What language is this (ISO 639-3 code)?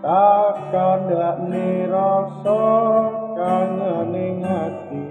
jav